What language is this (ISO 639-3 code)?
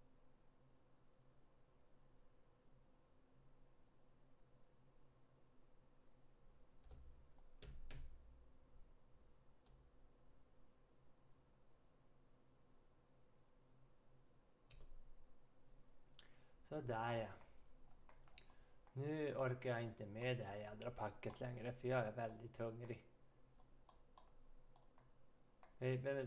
swe